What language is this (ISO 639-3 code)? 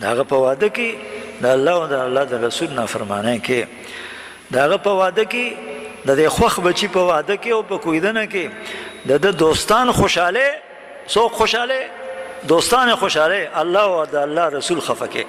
pus